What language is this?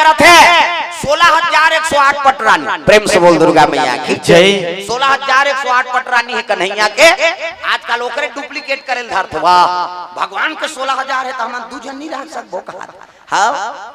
Chhattisgarhi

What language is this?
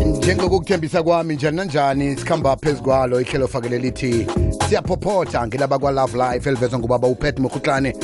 South Ndebele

